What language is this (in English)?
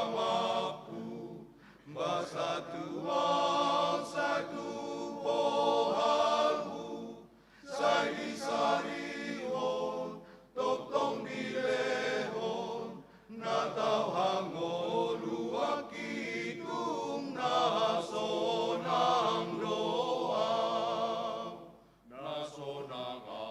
Batak Toba